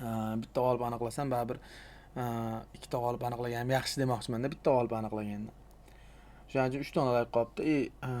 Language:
Uzbek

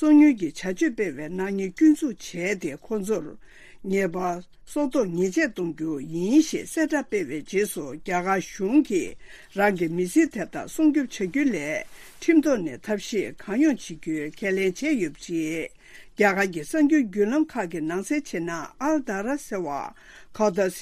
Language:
Tibetan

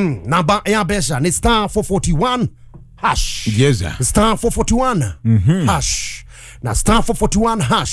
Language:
Kikuyu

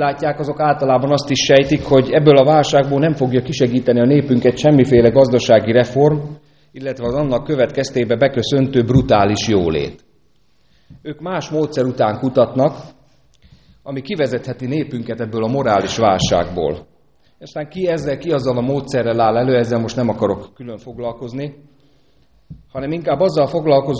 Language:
Hungarian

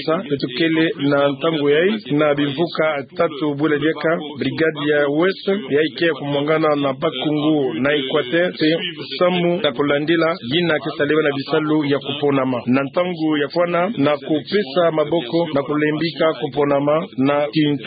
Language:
Kituba (Democratic Republic of Congo)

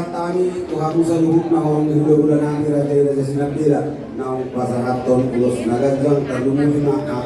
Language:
Batak Toba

